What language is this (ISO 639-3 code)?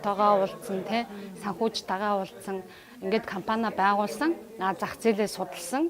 mon